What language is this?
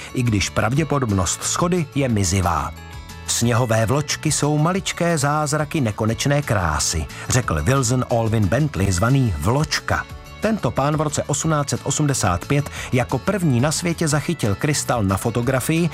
Czech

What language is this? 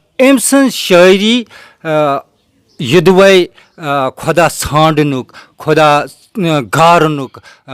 Kashmiri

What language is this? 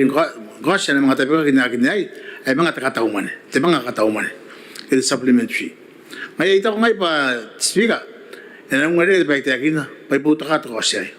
Gilbertese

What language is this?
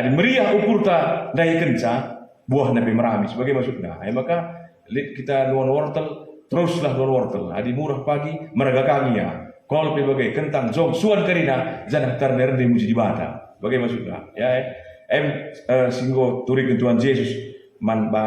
Batak Karo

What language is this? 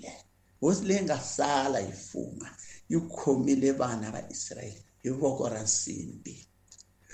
Tsonga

